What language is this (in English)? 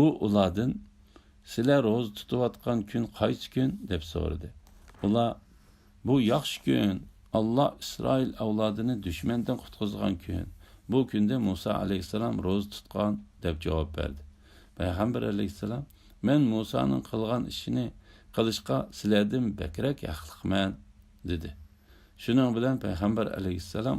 Uyghur